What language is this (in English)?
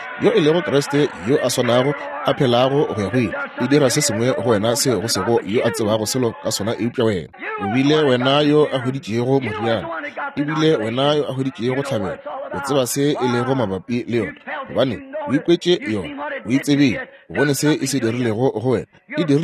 Northern Sotho